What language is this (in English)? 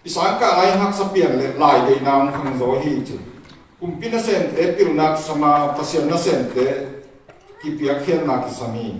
Tedim Chin